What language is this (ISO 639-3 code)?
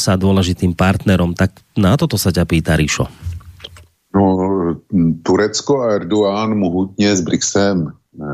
slk